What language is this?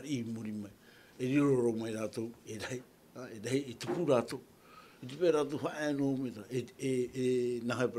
Tahitian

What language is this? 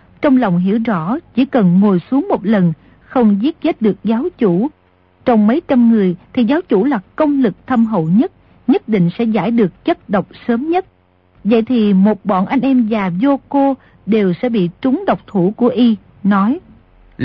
Vietnamese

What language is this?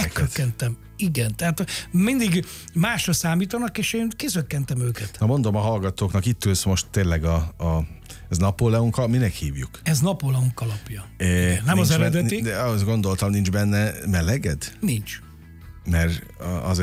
Hungarian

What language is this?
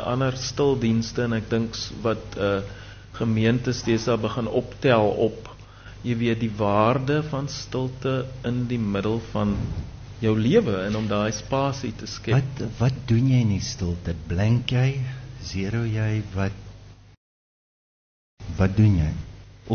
Afrikaans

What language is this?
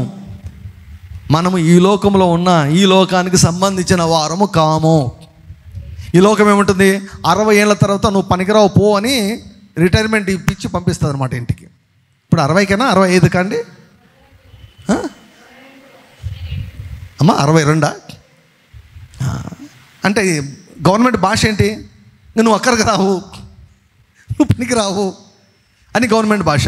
Telugu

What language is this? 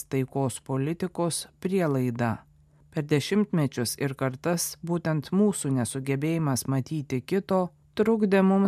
Lithuanian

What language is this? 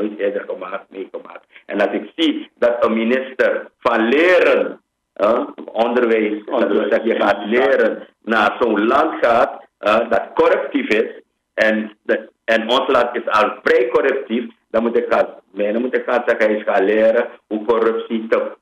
Dutch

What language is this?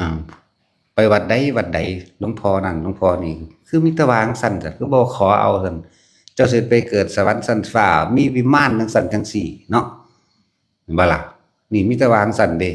Northeastern Thai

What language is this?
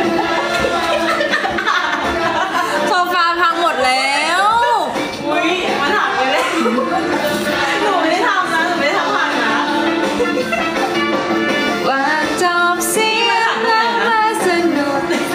Thai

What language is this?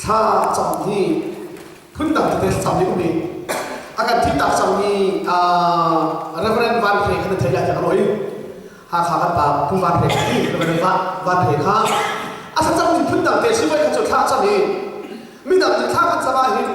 Hakha Chin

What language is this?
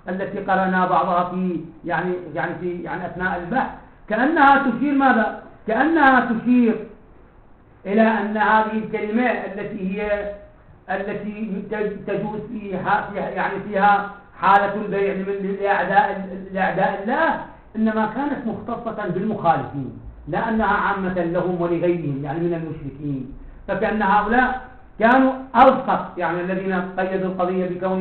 Arabic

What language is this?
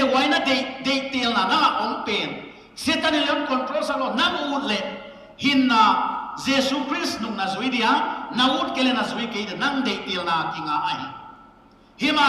Paite Chin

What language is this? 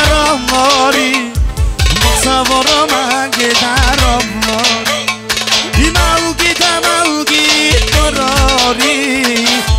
Turkish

